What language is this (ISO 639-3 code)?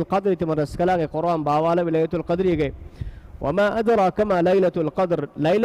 div